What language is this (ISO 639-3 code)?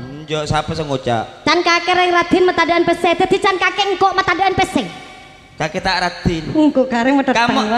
mad